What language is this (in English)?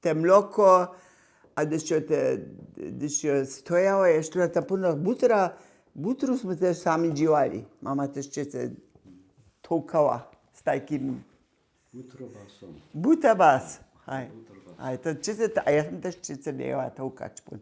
Upper Sorbian